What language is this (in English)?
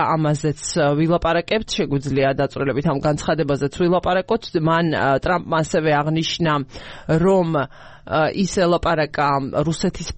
Georgian